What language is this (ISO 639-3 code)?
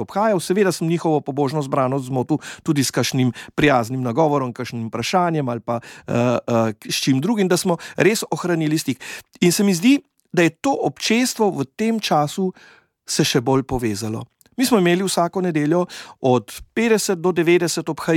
slv